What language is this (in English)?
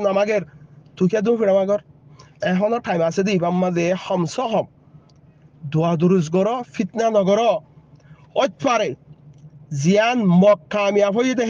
Rohingya